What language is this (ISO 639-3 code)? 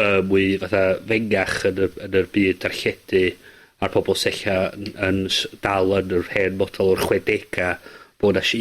cym